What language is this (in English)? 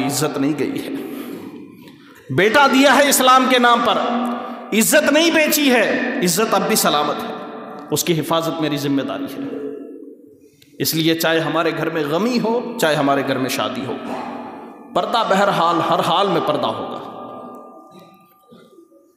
Urdu